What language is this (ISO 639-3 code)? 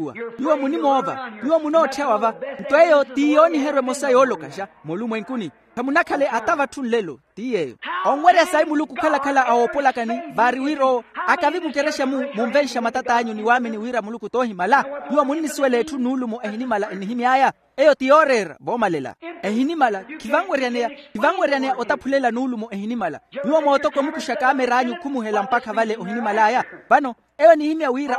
vmw